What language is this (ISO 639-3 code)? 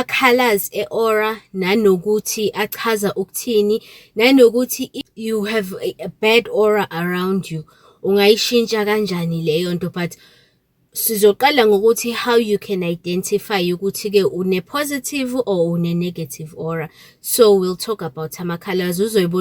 zul